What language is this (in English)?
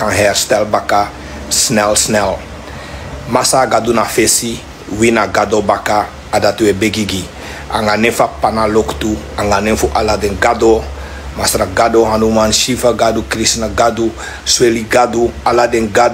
Sranan Tongo